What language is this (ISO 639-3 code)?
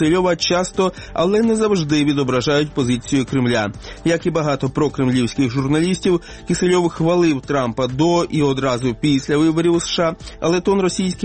ukr